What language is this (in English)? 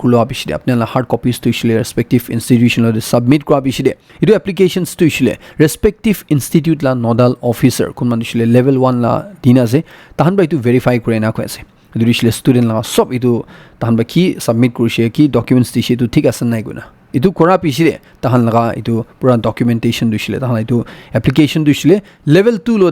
Naga Pidgin